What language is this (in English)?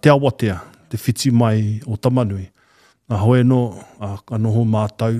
Māori